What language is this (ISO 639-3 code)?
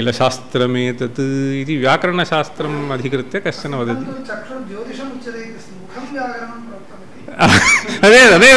san